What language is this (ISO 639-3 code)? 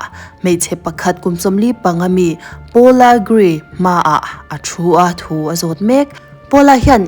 lus